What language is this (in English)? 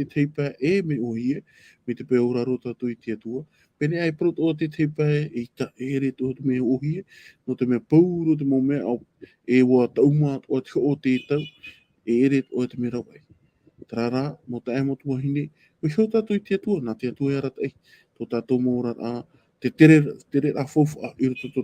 Tahitian